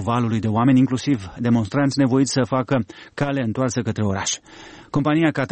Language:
Romanian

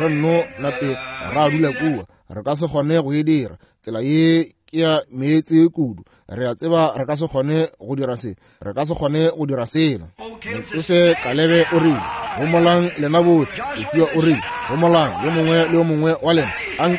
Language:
Northern Sotho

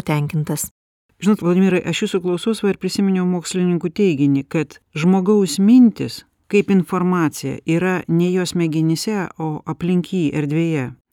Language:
Lithuanian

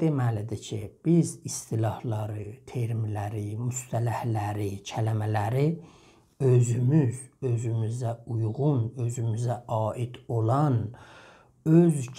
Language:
South Azerbaijani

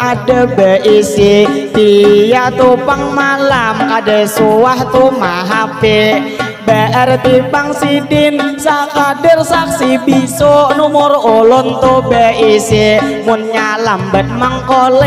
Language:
Banjar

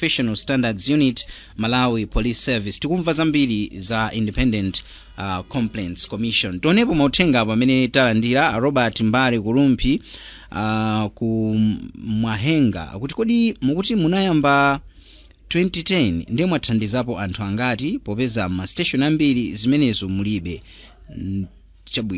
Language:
Nyanja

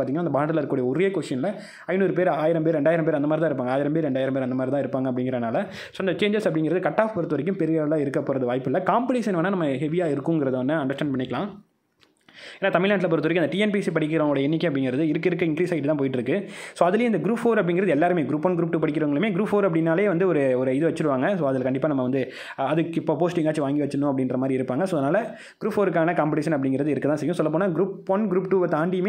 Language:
Tamil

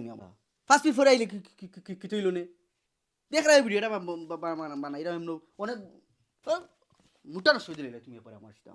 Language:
Sylheti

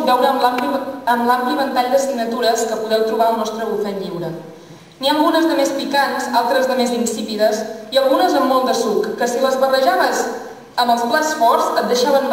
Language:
Catalan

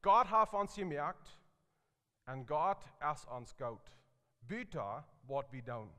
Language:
Plautdietsch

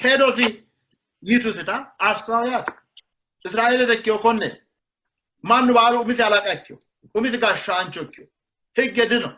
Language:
Sidamo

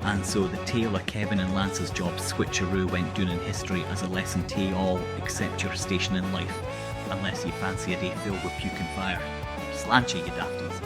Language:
Scots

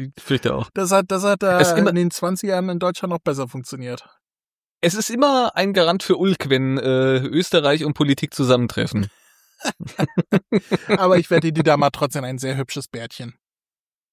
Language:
German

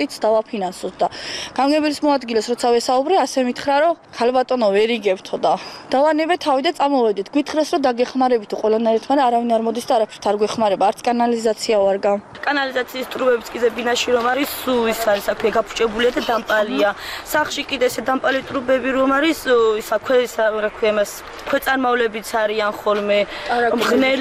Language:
Georgian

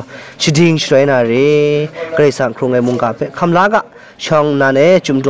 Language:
Kachin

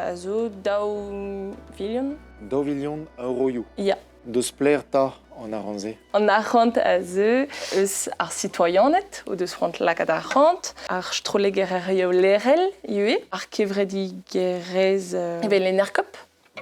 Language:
Breton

